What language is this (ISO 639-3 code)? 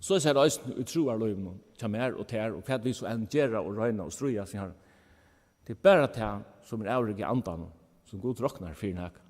fao